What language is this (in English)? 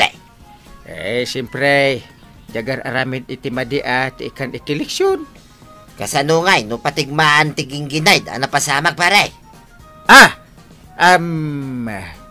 Iloko